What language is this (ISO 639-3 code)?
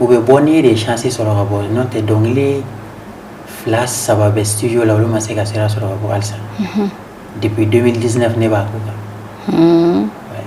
bam